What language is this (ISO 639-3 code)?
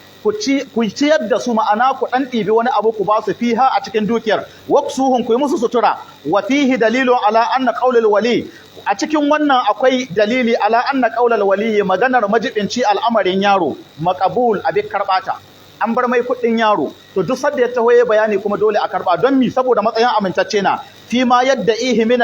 hau